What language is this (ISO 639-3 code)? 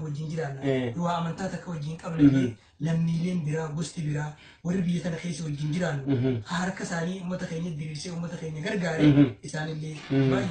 orm